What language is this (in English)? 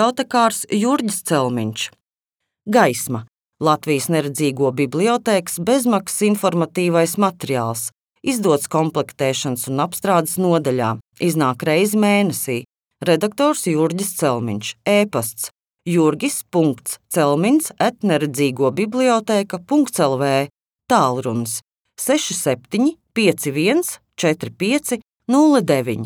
Latvian